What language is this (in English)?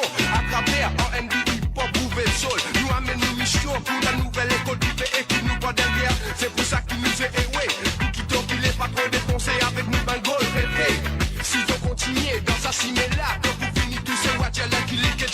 Morisyen